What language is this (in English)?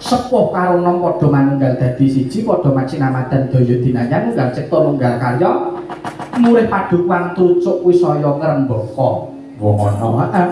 Javanese